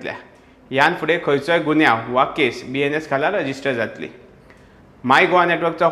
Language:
Konkani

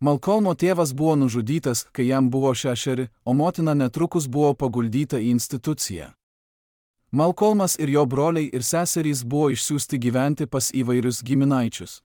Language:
Lithuanian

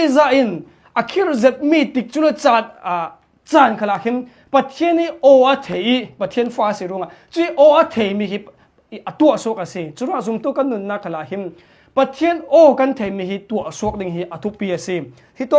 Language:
Hakha Chin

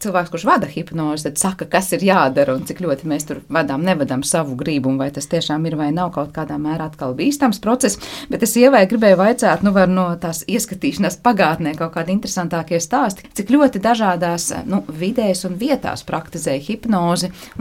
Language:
Latvian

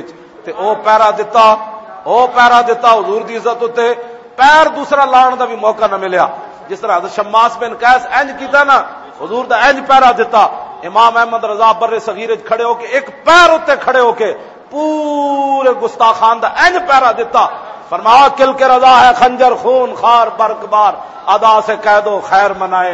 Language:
Western Panjabi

